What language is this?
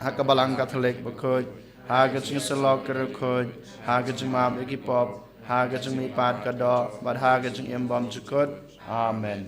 Khasi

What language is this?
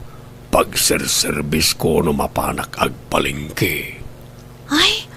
Iloko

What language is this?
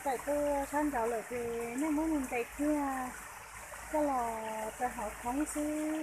Hmong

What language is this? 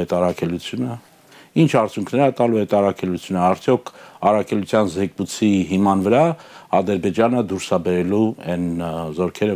Armenian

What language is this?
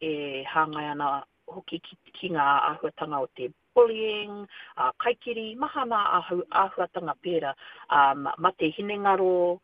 Māori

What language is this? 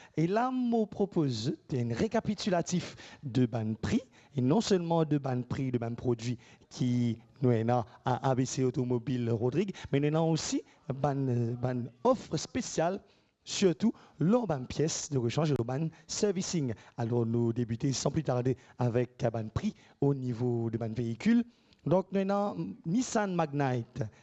Morisyen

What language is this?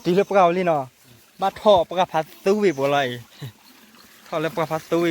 S'gaw Karen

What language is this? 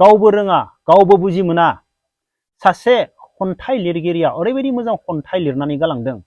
Bodo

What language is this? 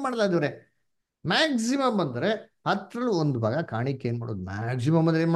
Kannada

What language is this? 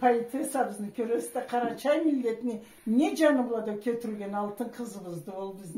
Karachay-Balkar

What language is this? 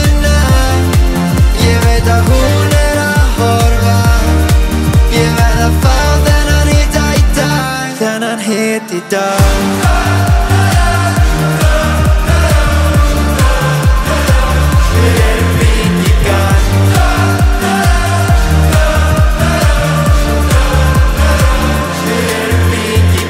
Icelandic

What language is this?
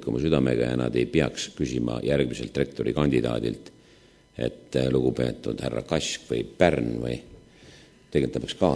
Estonian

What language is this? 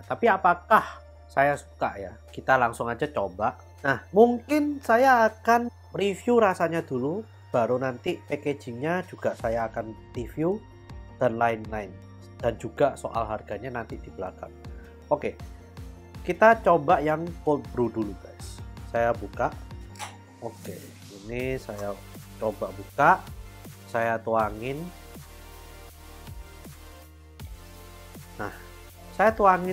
Indonesian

